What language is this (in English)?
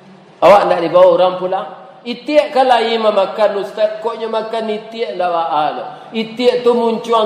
Minangkabau